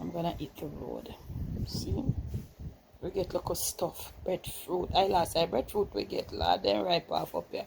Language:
Jamaican Creole English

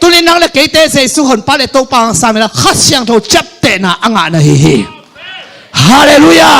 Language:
Tedim Chin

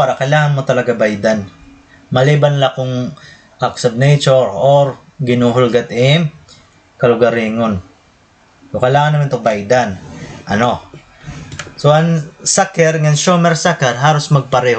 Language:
Waray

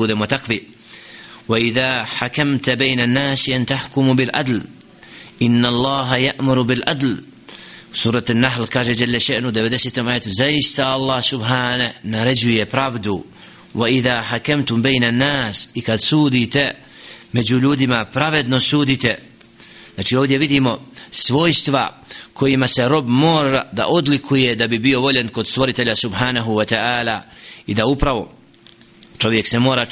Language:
Bosnian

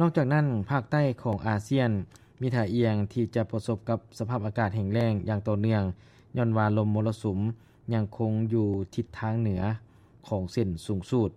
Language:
Lao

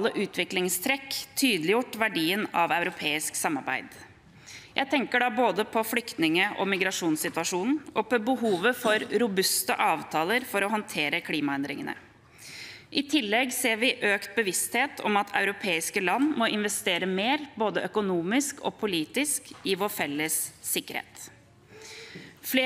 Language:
Norwegian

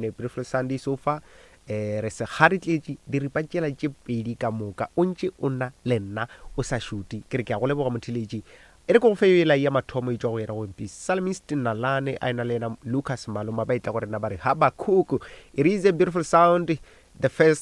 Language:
Northern Sotho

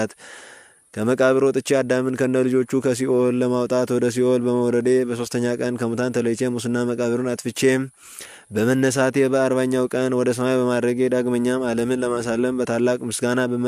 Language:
Amharic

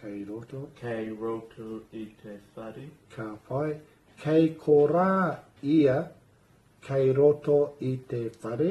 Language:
Māori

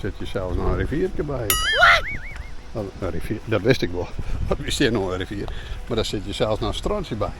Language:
Western Frisian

